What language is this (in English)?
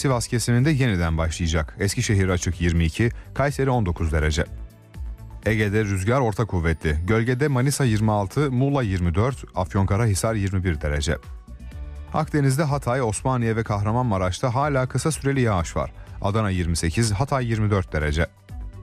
Turkish